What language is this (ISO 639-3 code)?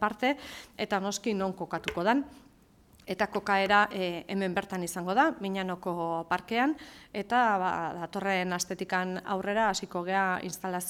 eus